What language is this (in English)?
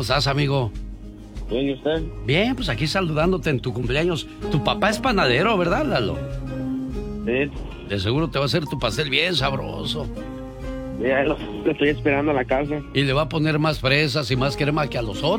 Spanish